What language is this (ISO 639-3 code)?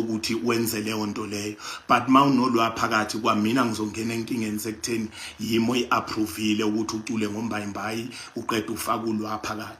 zul